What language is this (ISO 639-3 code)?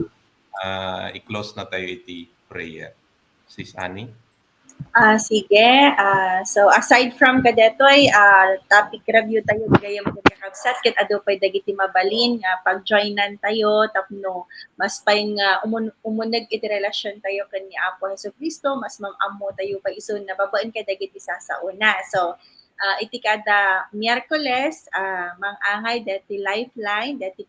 ilo